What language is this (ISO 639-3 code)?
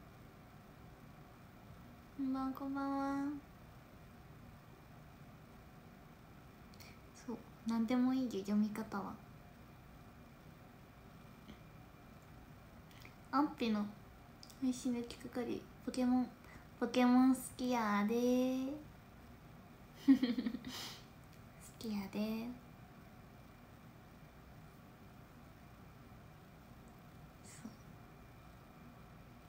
jpn